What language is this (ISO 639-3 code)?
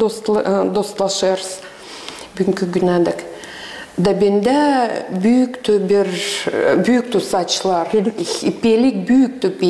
gag